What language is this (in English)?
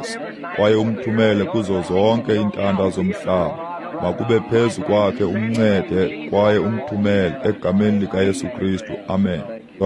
Xhosa